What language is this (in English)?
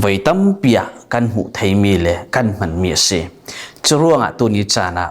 Falam Chin